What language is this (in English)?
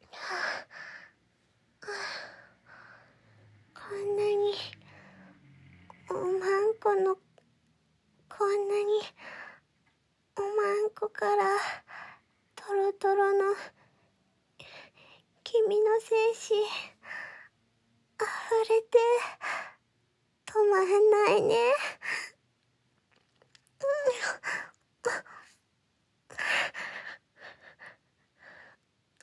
Japanese